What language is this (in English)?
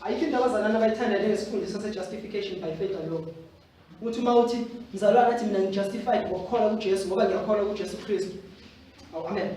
Zulu